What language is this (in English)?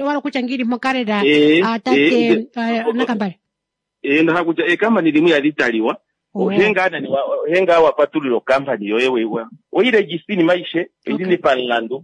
Kuanyama